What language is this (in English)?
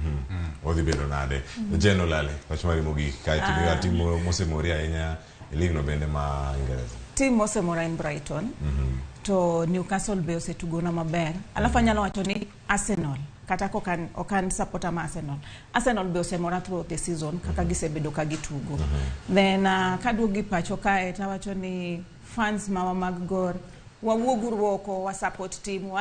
Luo (Kenya and Tanzania)